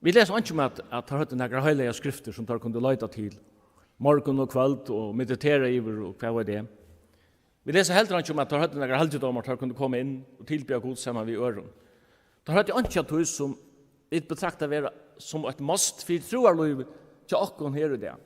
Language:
Faroese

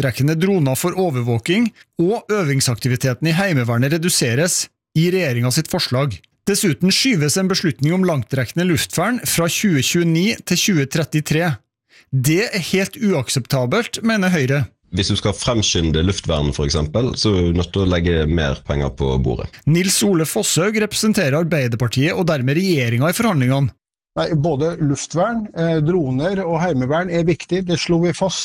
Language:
Norwegian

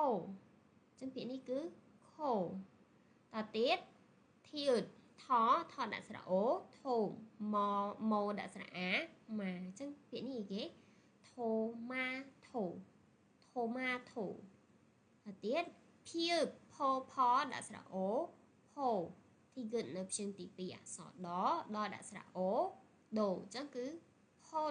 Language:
Khmer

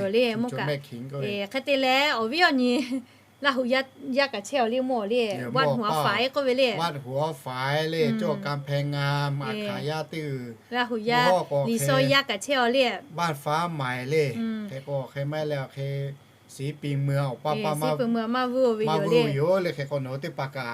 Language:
Lahu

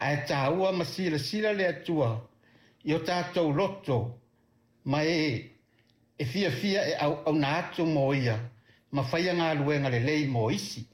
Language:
Samoan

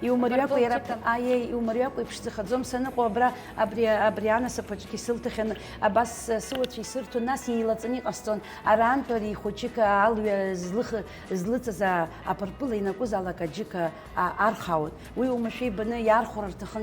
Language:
Abkhazian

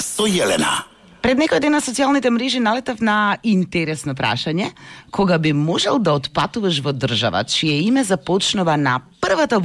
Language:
Macedonian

